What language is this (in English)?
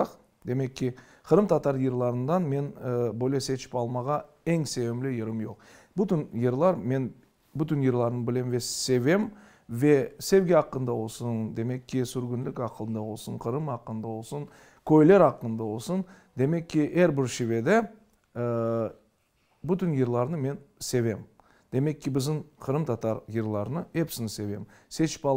Crimean Tatar